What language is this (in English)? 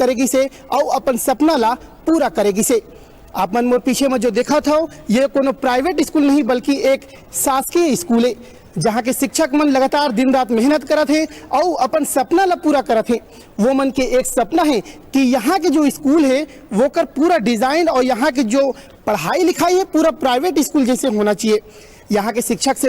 Chhattisgarhi